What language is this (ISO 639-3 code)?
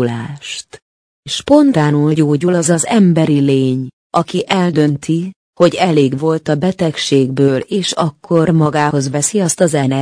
hun